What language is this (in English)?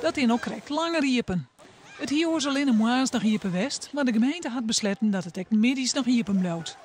Western Frisian